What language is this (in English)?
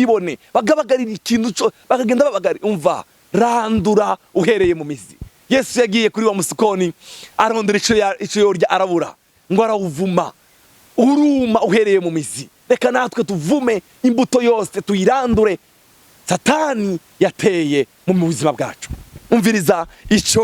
Rundi